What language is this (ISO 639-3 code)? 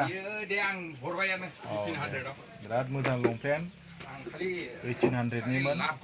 brx